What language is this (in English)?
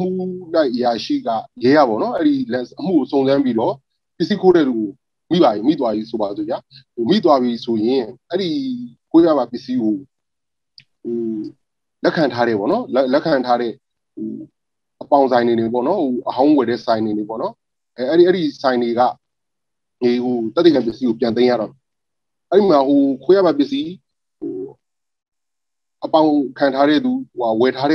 Burmese